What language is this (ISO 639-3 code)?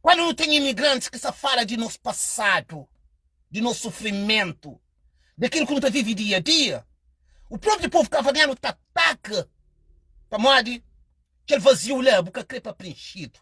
kea